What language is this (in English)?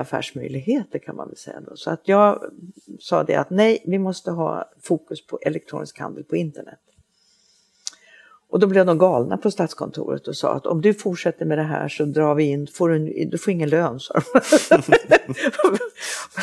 Swedish